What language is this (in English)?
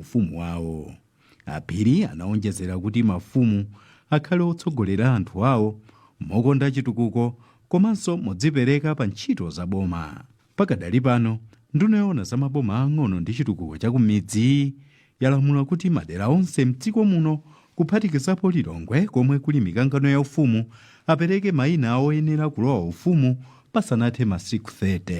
Nyanja